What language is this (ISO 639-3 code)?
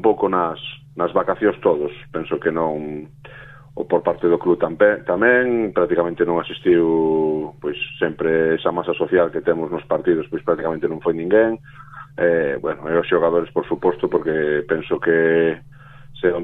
glg